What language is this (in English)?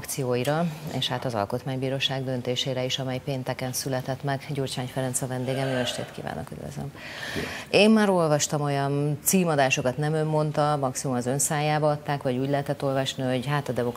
Hungarian